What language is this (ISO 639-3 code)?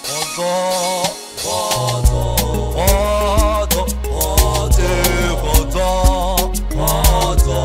nso